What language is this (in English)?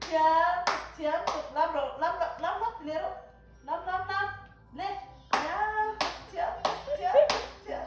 Mizo